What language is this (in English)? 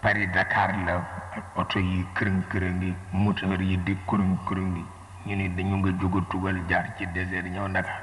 Wolof